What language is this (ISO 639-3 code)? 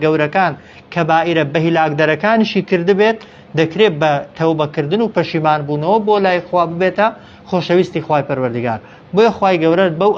ckb